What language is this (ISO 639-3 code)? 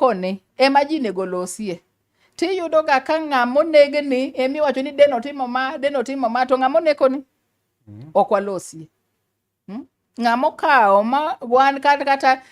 luo